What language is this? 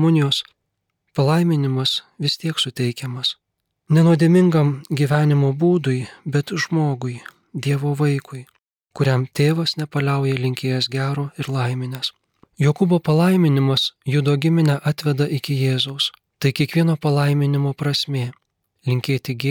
Lithuanian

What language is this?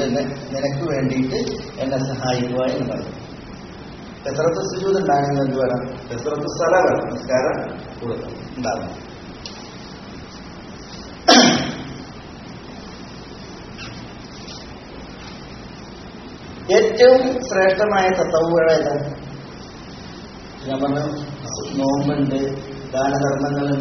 Malayalam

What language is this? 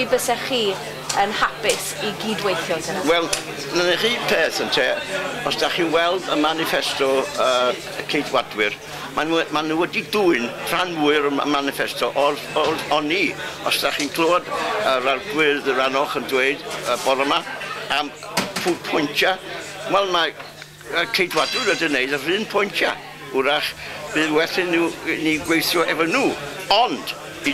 Welsh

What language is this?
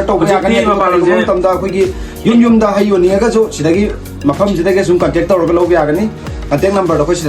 Manipuri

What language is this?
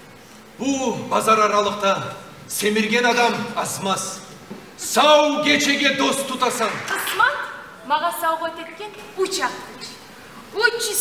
Kumyk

